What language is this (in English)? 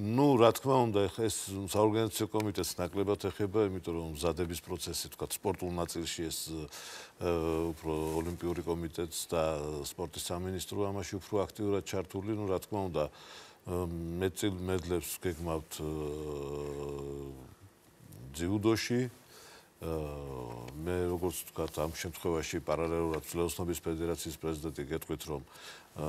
Georgian